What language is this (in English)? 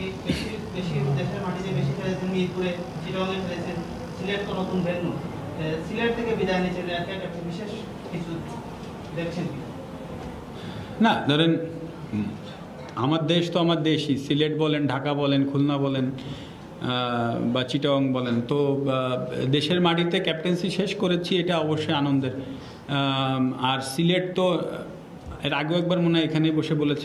Bangla